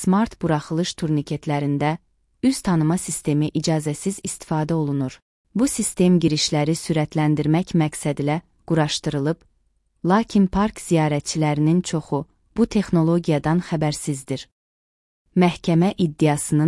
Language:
Azerbaijani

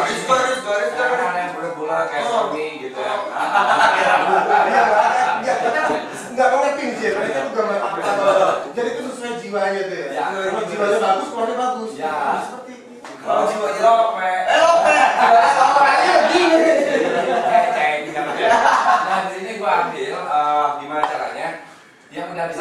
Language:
Indonesian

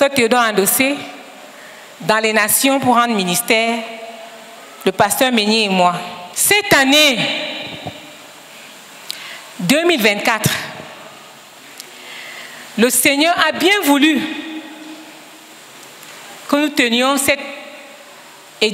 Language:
French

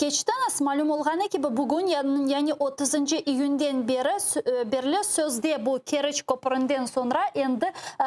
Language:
Crimean Tatar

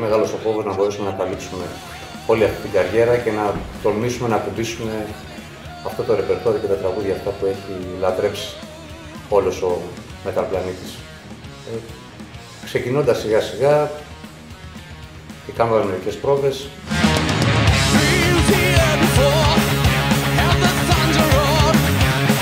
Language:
Greek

